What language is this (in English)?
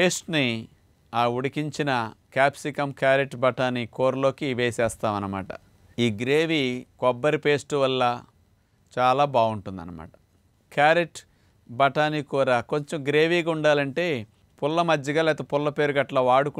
Telugu